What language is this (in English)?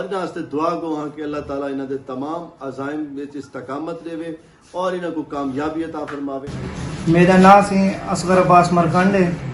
Saraiki